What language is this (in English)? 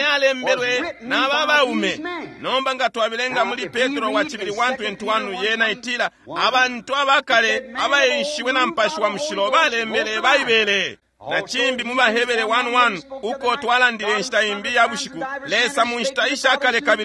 Bemba